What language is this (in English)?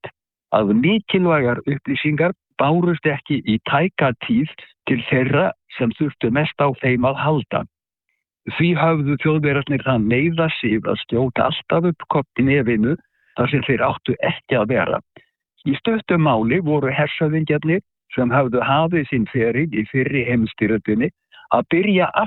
Icelandic